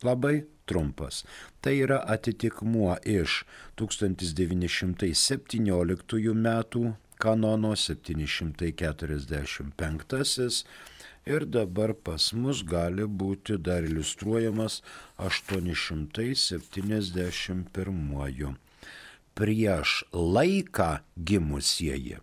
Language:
Lithuanian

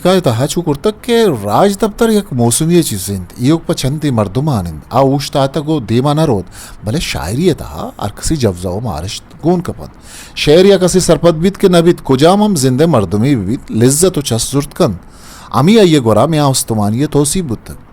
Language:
Eastern Balochi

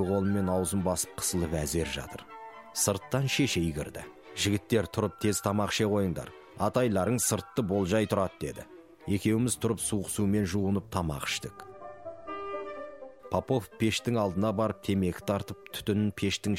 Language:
Kazakh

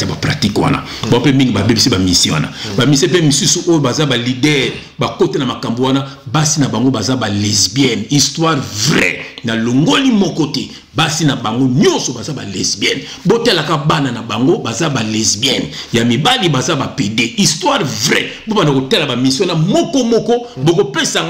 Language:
Lingala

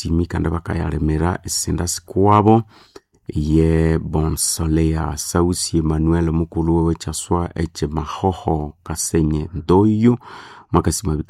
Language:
Nande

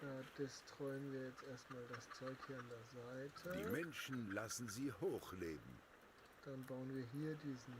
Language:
Bavarian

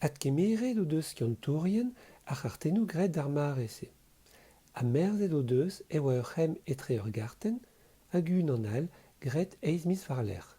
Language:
Breton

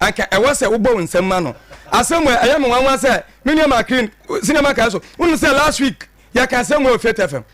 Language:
Akan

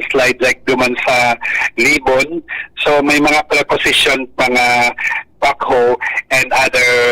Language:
Bikol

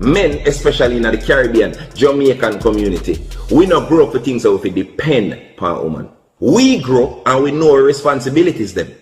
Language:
Jamaican Creole English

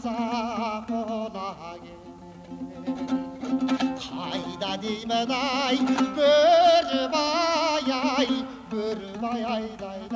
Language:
Kazakh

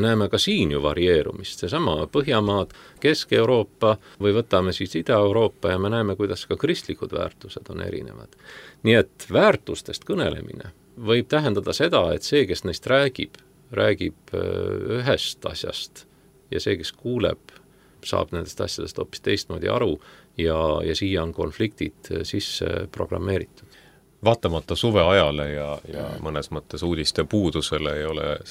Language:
Estonian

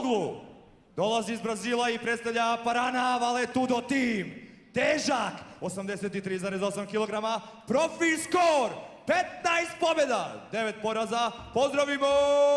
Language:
Croatian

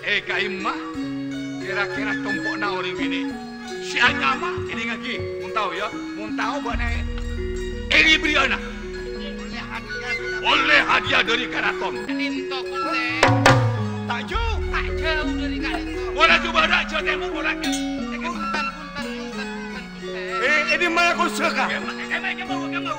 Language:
Madurese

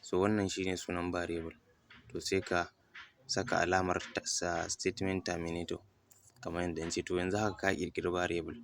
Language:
Hausa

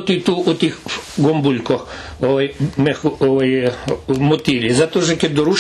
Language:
Rusyn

